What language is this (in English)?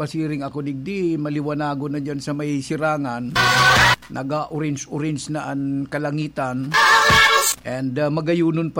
Bikol